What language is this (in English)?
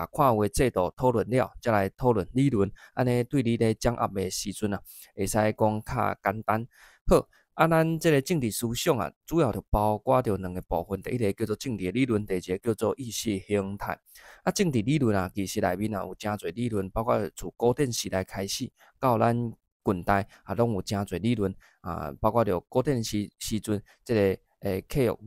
Min Nan Chinese